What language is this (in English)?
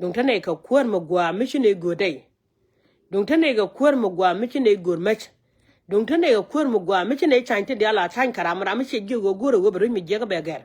Nuer